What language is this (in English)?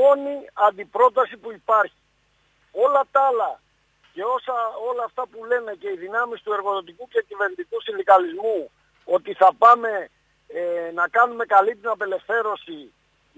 Greek